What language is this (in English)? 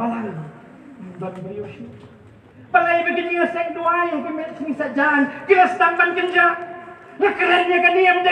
Khasi